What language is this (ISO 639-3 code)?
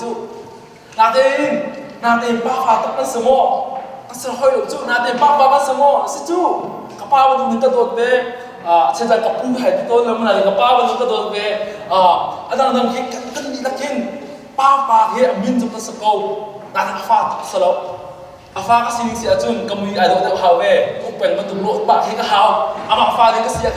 cnh